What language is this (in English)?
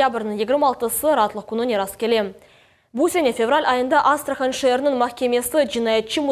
Crimean Tatar